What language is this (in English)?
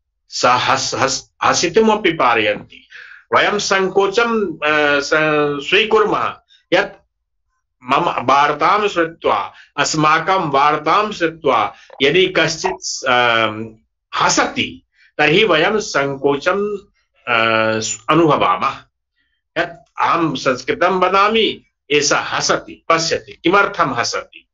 Sanskrit